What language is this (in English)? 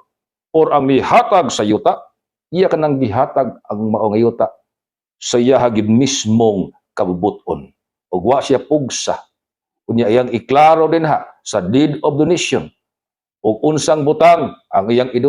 Cebuano